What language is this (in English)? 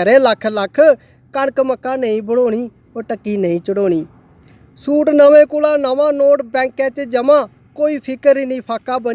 Dogri